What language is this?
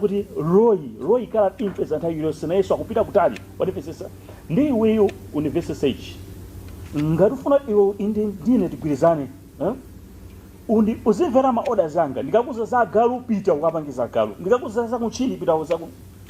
Nyanja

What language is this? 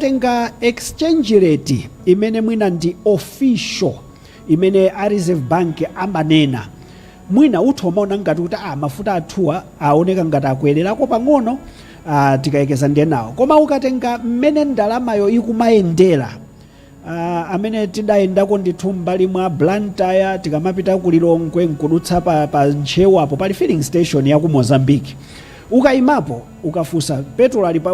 Nyanja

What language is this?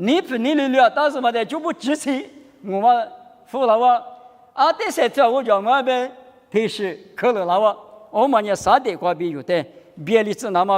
Lisu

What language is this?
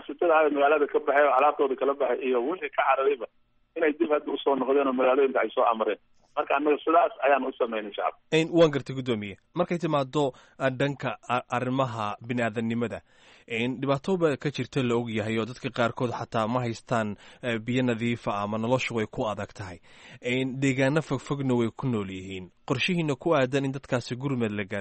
Somali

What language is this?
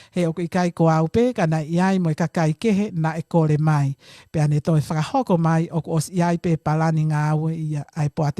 Tongan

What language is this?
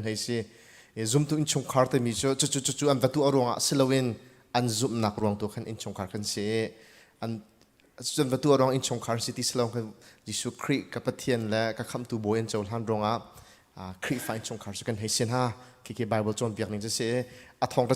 Hakha Chin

